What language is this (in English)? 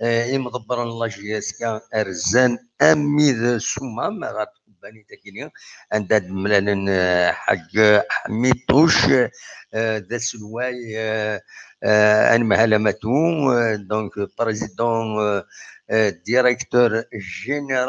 Kabyle